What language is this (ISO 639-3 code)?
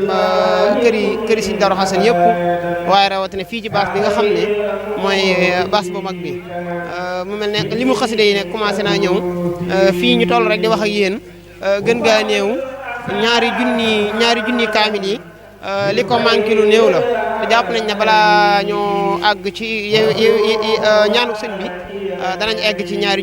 wol